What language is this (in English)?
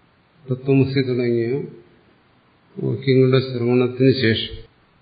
Malayalam